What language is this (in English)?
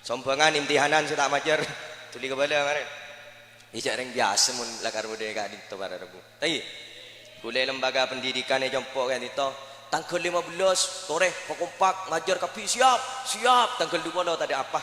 Madurese